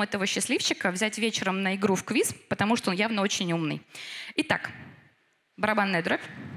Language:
Russian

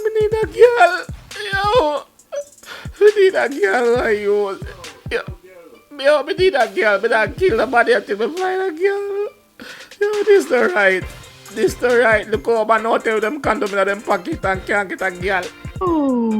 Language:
Jamaican Creole English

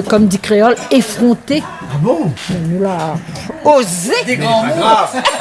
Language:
Réunion Creole French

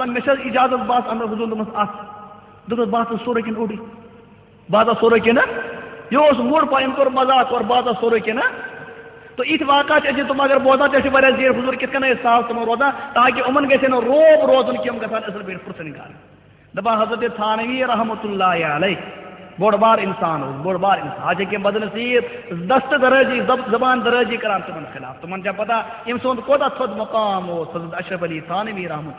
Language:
Kashmiri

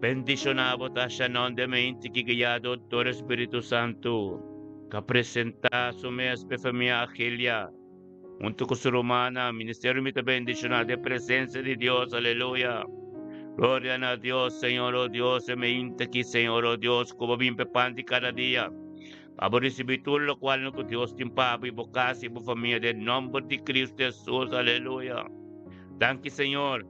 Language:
Papiamento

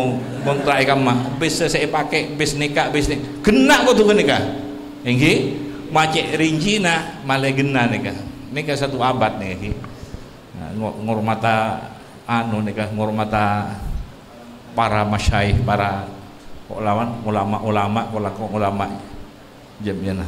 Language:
Madurese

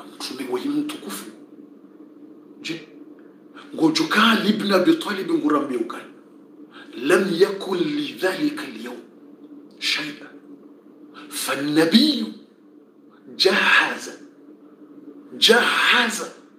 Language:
Swahili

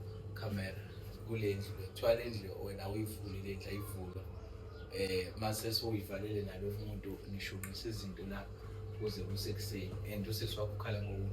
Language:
Zulu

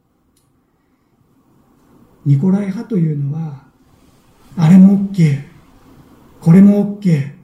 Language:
Japanese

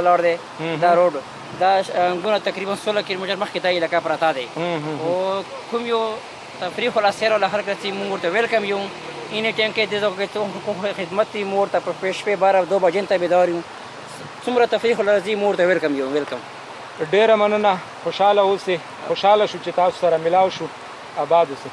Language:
Pashto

